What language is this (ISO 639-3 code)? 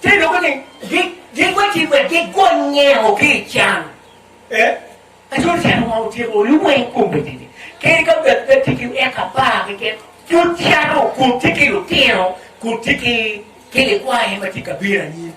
ach